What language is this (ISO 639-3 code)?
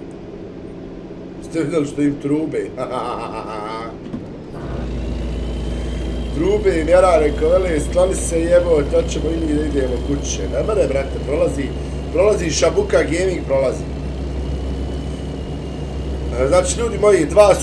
bos